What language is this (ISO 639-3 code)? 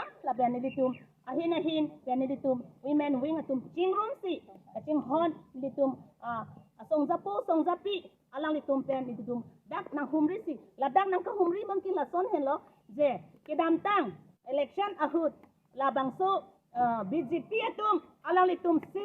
mjw